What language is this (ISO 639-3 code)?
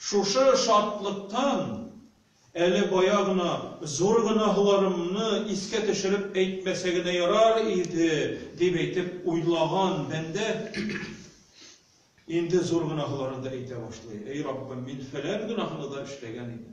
tat